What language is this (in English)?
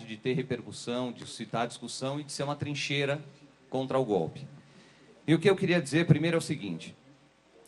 Portuguese